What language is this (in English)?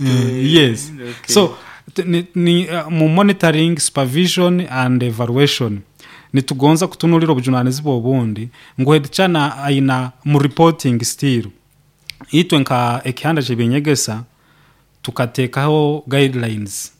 Nyoro